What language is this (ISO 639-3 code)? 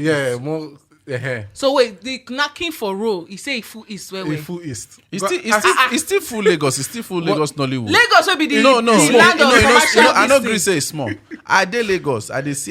pcm